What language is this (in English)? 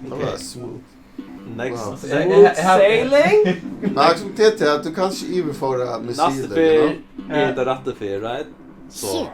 Faroese